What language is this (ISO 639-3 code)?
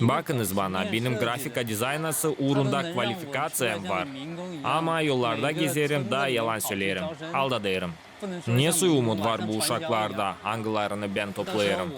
gag